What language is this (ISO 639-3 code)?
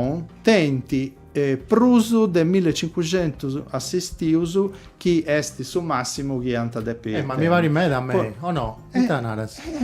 srd